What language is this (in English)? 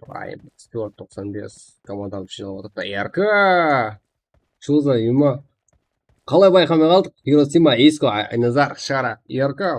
Kara-Kalpak